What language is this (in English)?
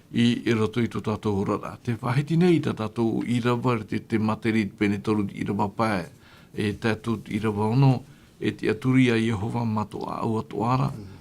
Tahitian